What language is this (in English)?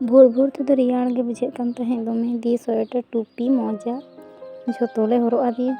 Santali